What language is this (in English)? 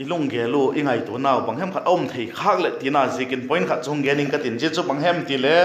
Vaiphei